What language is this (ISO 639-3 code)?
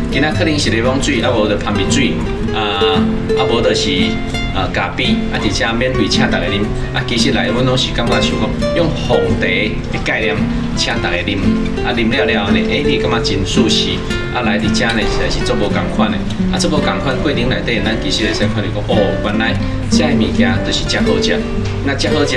nan